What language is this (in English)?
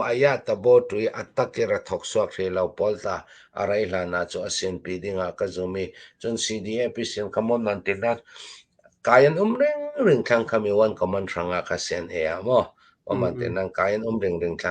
Hakha Chin